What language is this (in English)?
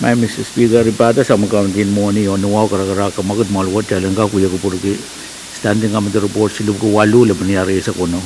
Pohnpeian